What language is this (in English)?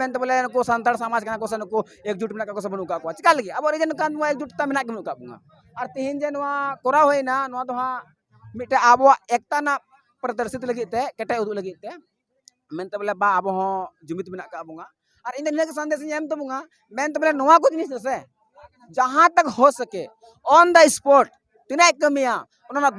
Santali